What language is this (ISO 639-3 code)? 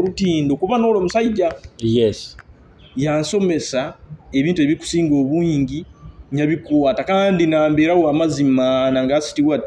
nyo